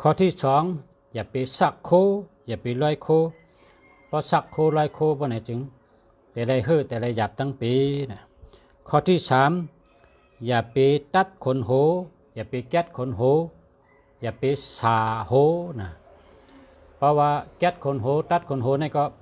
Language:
Shan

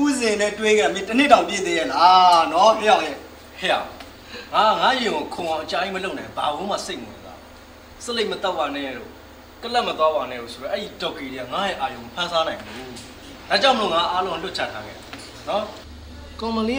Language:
Burmese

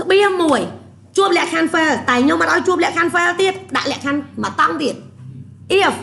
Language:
Khmer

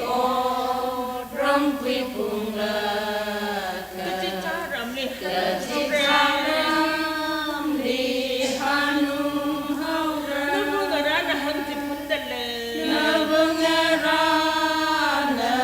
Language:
Tangkhul Naga (India)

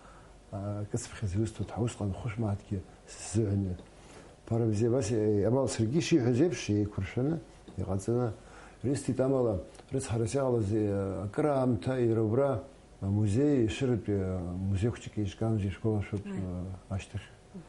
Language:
Abkhazian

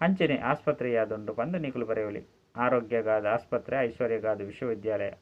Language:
Tulu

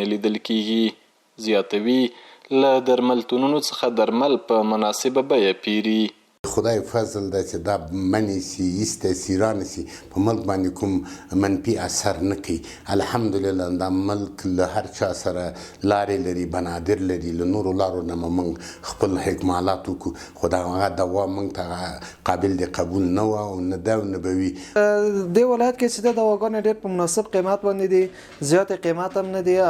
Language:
Pashto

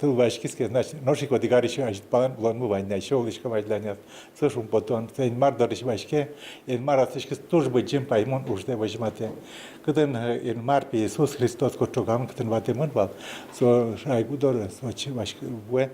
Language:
Udmurt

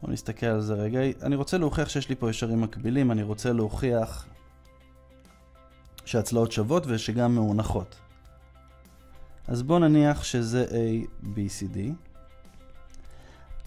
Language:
Hebrew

